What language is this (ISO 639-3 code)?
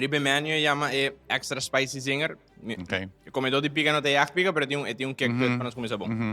pap